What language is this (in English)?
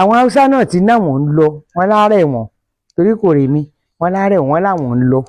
Yoruba